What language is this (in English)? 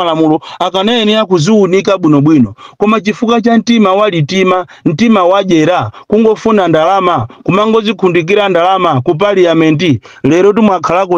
Nyanja